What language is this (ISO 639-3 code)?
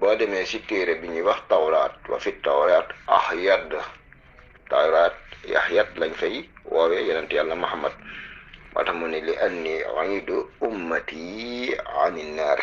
wol